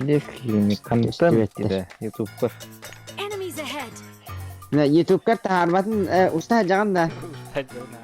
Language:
Yakut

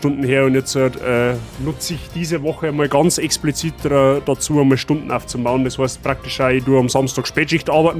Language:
Bavarian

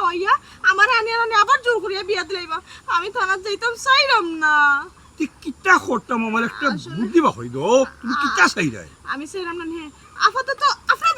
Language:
Sylheti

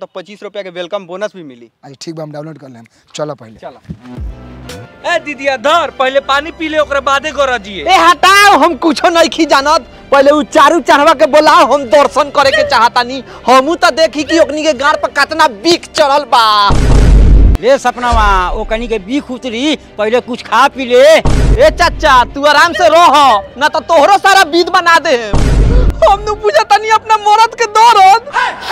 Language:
Bhojpuri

